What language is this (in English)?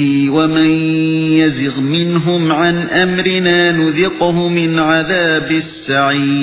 Uyghur